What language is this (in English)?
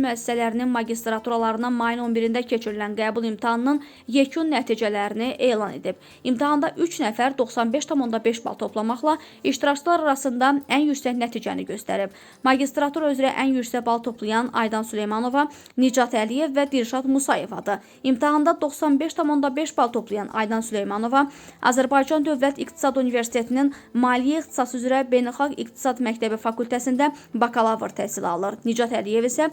Azerbaijani